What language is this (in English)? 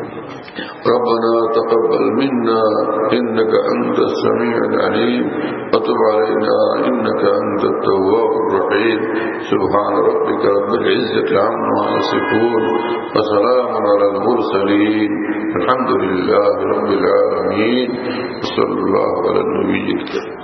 Bangla